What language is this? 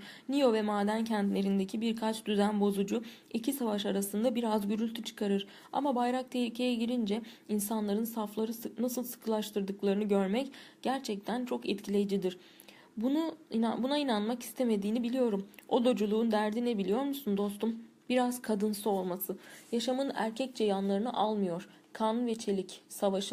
Turkish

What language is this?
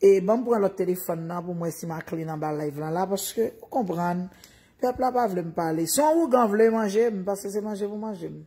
Haitian Creole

